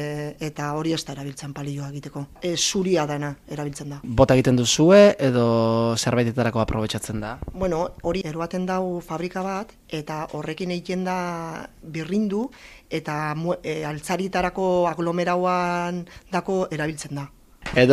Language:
Basque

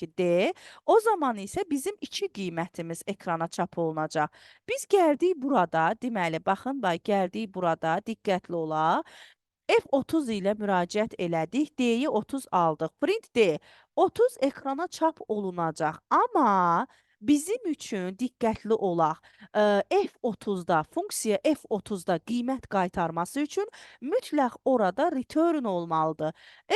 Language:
Azerbaijani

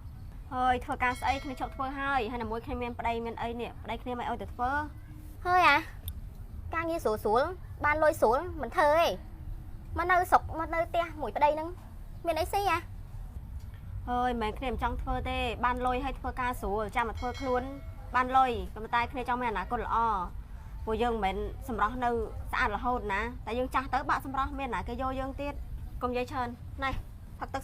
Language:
Khmer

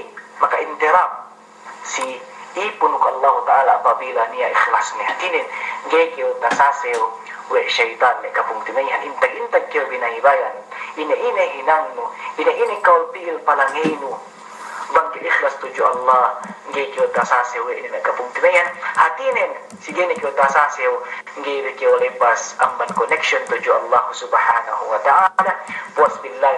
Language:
Yakan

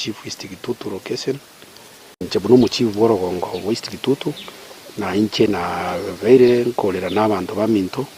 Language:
Gusii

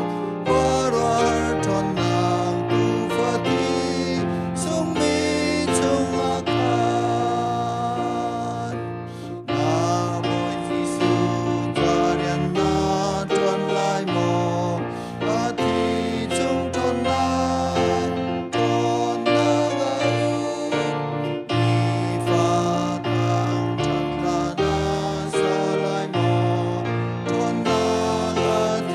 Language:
Hakha Chin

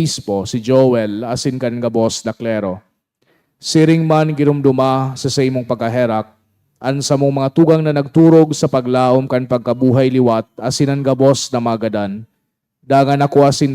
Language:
Bikol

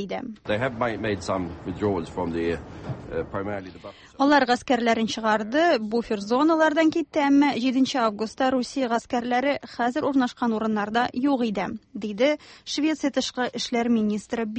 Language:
Tatar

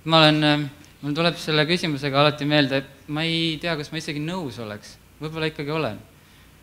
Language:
Estonian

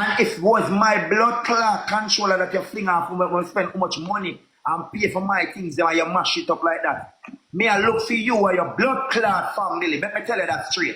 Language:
Jamaican Creole English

